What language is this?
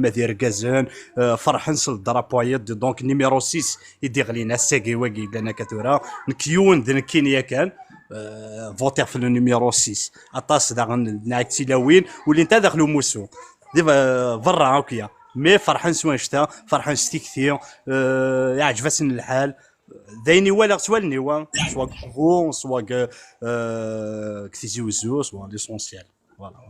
Kabyle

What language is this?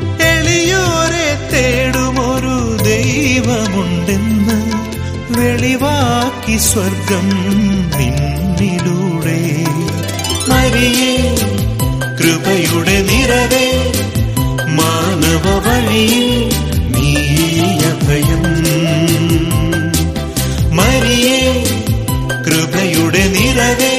Malayalam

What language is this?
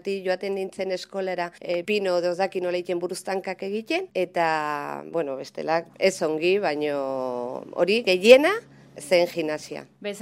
Basque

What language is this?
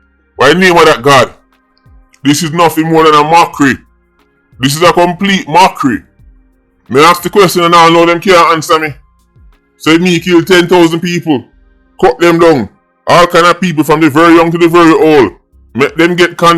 Jamaican Creole English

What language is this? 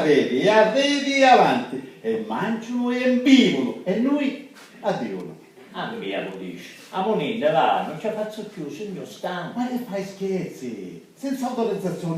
Sicilian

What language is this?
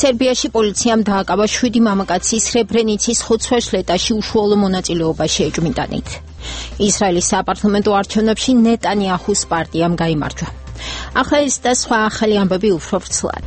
Georgian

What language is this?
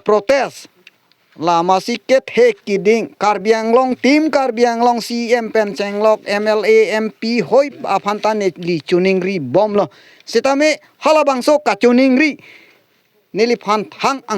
Karbi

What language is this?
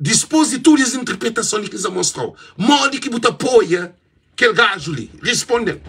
Kabuverdianu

